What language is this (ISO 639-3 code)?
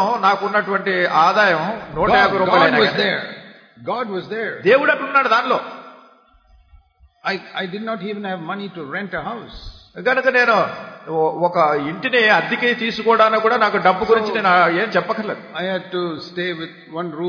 tel